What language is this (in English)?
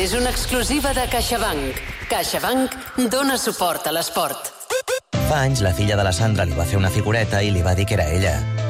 Catalan